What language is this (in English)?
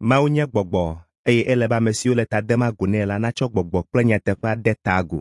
Ewe